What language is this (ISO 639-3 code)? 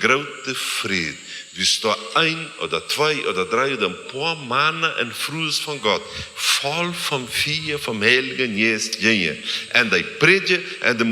pdt